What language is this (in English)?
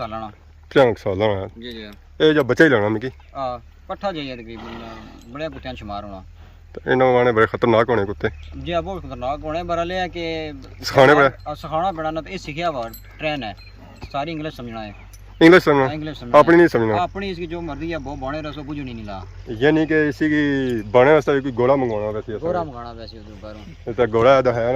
Pahari-Potwari